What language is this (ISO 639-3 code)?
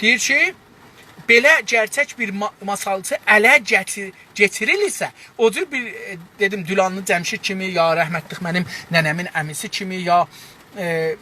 azb